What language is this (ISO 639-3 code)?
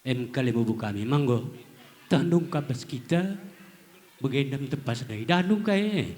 btx